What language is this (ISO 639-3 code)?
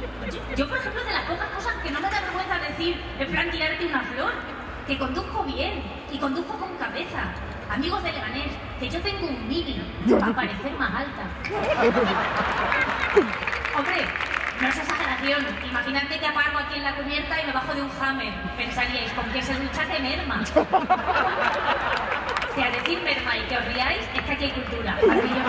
spa